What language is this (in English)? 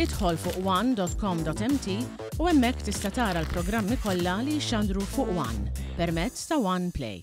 Maltese